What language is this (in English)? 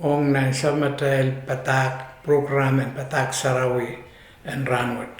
Pohnpeian